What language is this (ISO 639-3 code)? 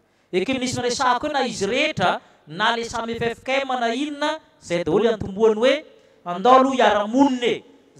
mlg